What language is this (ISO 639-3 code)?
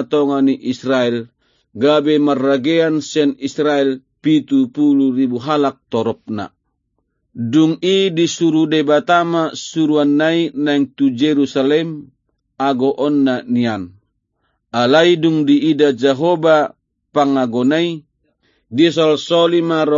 bbc